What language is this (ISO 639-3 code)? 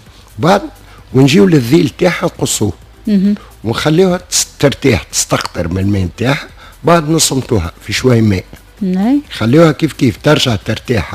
aeb